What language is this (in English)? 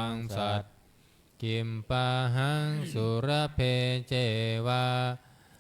Pali